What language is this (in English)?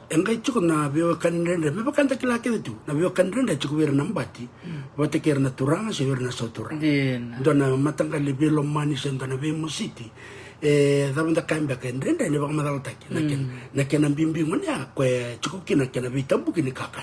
Fijian